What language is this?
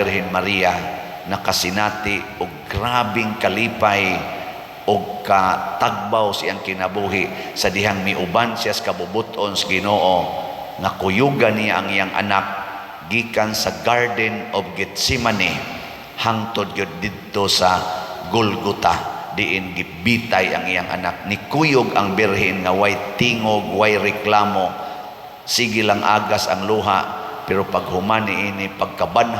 Cebuano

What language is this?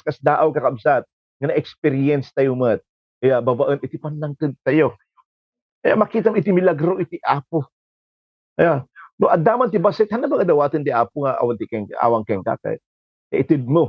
Iloko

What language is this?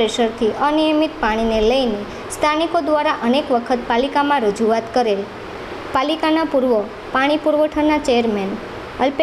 Gujarati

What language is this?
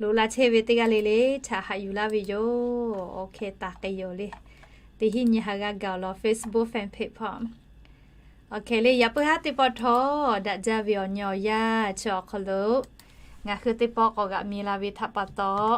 Lahu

